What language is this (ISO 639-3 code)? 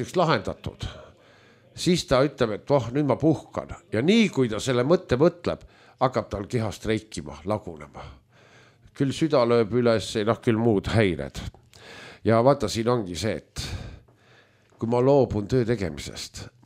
est